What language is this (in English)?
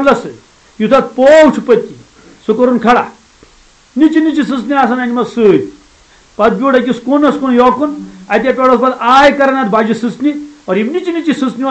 Kashmiri